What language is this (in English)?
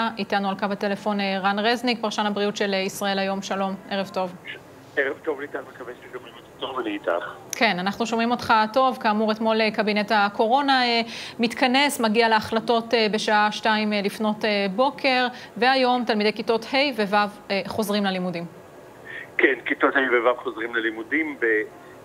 Hebrew